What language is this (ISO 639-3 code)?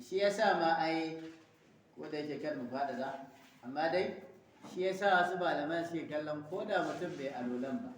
hau